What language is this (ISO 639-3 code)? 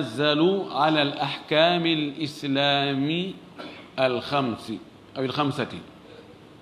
ful